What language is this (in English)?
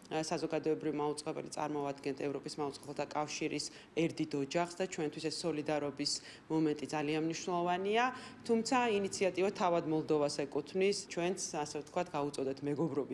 Georgian